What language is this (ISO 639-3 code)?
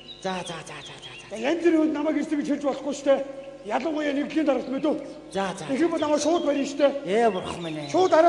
mon